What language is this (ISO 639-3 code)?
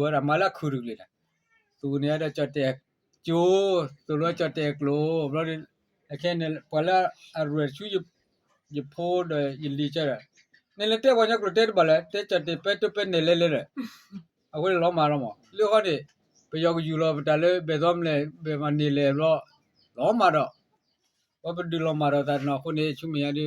ksw